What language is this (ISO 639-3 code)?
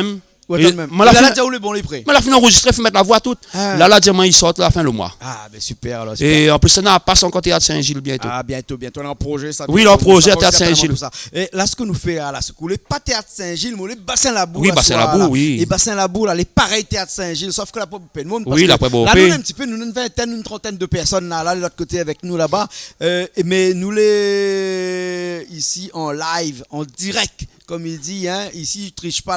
rcf